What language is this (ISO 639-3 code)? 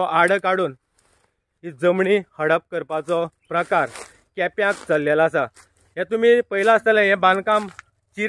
kok